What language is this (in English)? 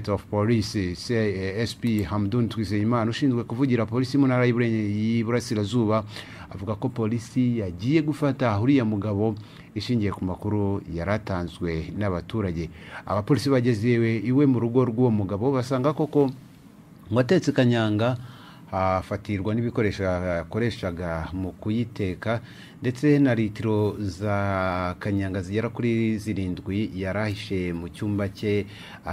Kinyarwanda